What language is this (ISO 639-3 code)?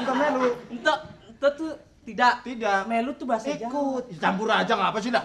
bew